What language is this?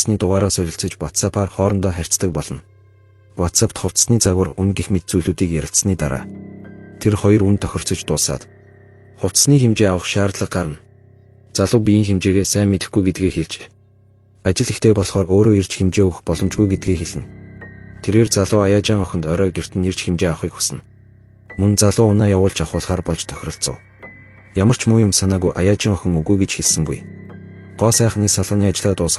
Mongolian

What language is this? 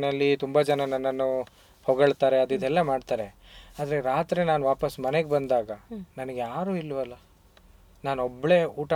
Kannada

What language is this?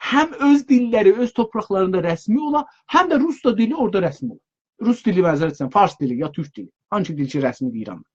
South Azerbaijani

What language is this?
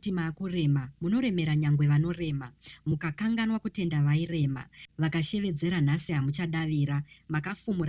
Shona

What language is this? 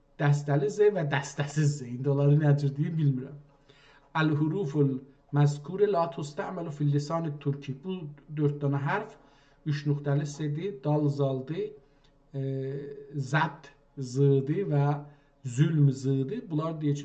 South Azerbaijani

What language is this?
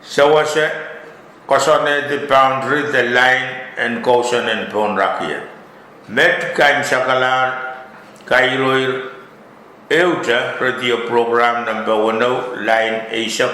Pohnpeian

